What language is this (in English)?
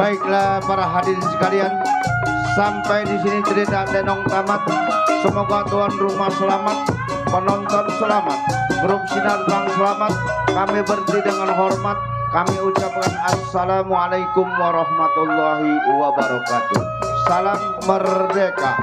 Betawi